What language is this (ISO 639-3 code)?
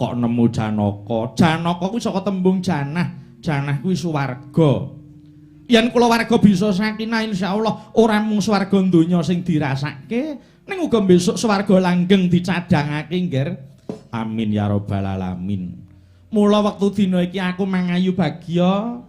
jav